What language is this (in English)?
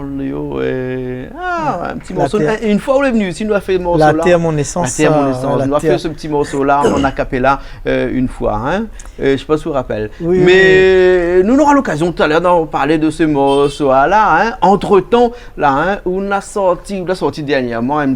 Réunion Creole French